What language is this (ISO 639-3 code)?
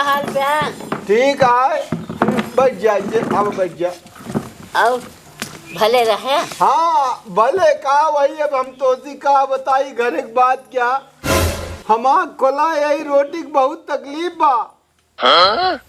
awa